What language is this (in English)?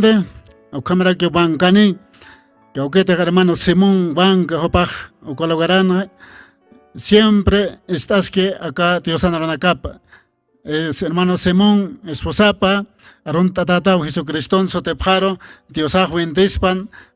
Aymara